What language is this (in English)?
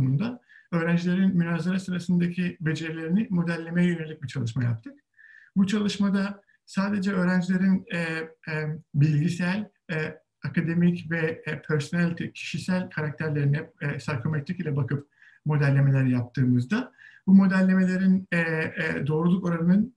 Turkish